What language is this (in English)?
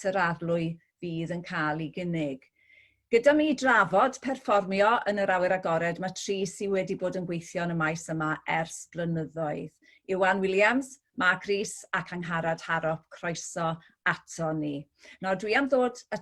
Welsh